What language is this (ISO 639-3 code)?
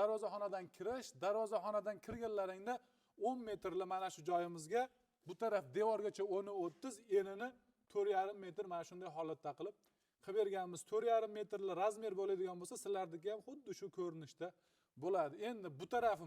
uzb